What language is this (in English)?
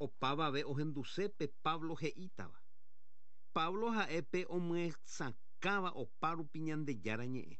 Guarani